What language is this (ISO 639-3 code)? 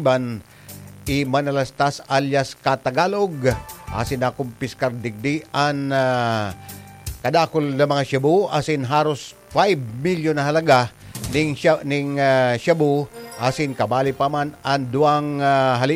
bik